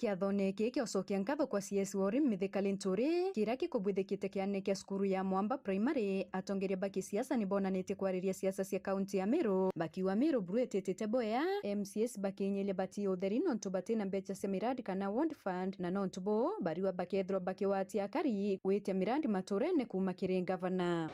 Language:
Meru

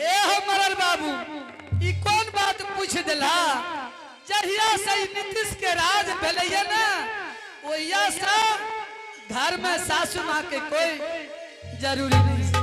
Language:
Angika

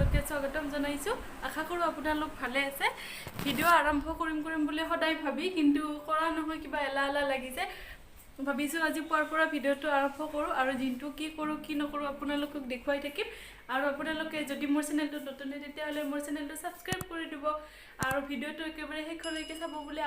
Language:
Assamese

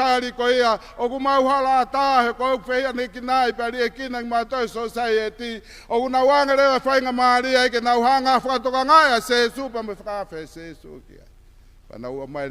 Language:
Tongan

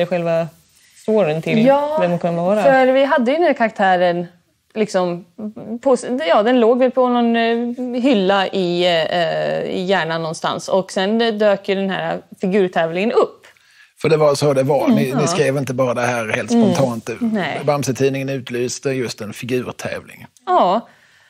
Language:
Swedish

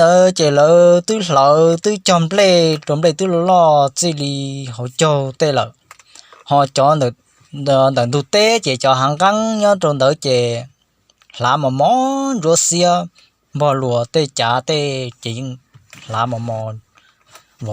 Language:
Hmong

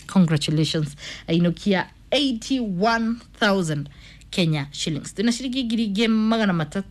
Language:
Kikuyu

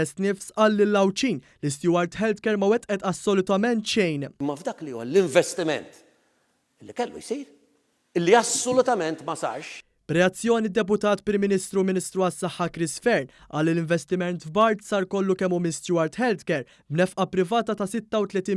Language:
Maltese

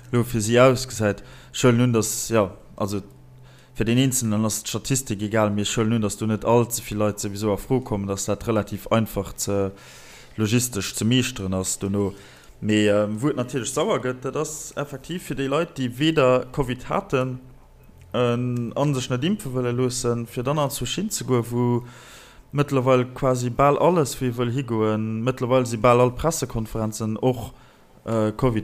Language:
Luxembourgish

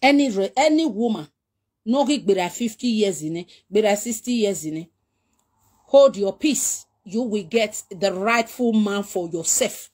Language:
Nigerian Pidgin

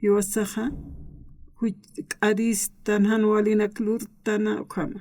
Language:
Aymara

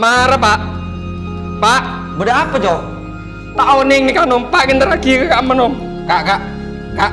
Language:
Madurese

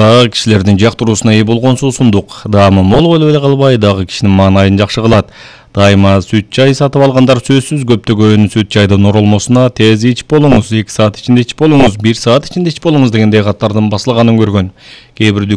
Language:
Kyrgyz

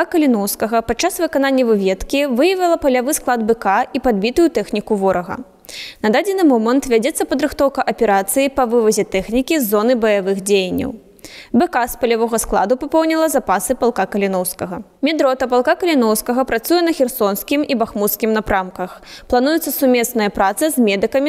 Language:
Belarusian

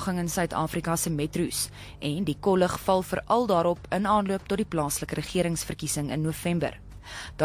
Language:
Afrikaans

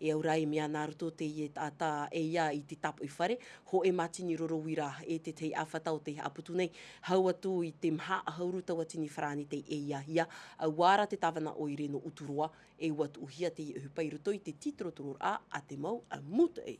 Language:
Tahitian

